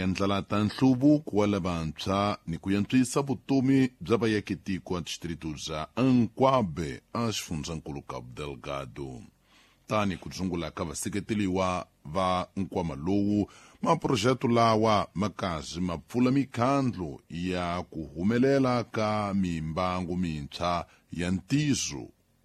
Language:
Tsonga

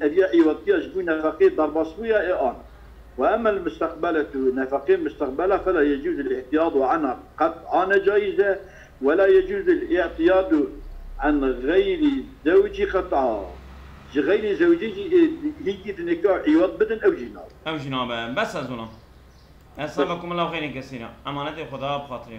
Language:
Kurdish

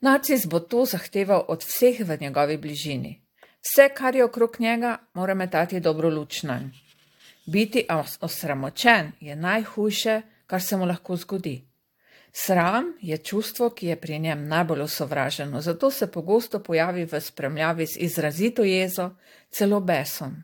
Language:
Slovenian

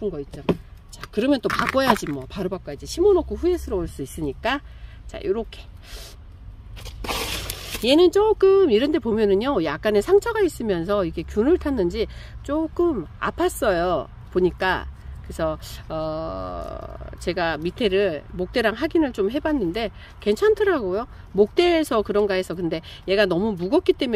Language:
Korean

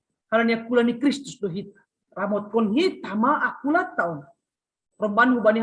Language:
Batak Simalungun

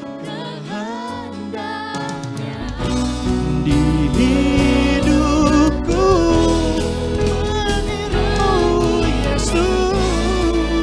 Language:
Indonesian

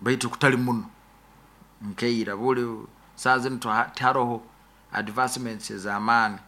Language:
Nyoro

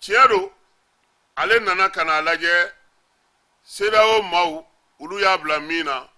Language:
Bambara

